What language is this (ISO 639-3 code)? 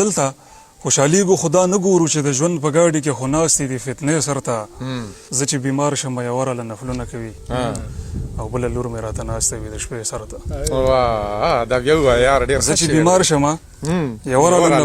pus